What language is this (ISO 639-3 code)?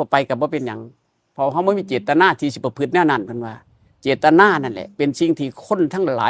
tts